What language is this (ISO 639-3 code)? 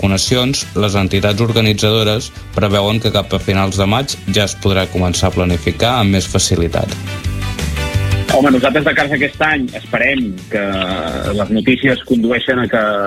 cat